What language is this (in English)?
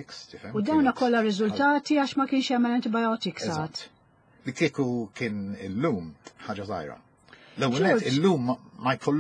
Maltese